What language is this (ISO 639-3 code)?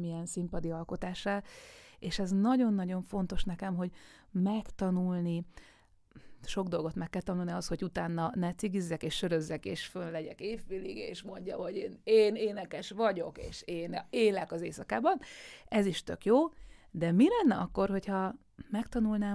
hun